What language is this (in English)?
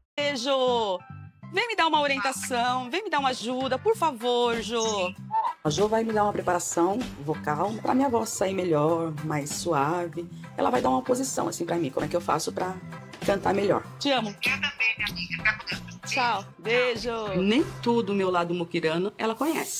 Portuguese